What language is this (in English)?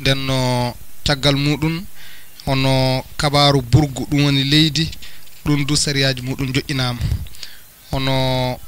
Fula